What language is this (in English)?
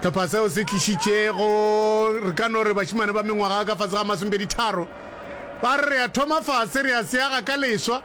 Northern Sotho